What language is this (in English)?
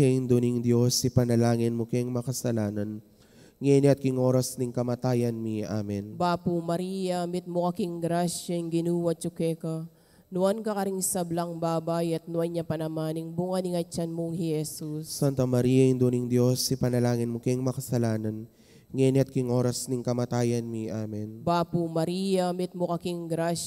Pampanga